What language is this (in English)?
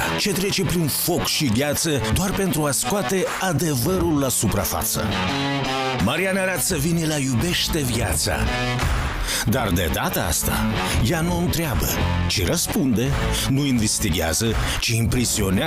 Romanian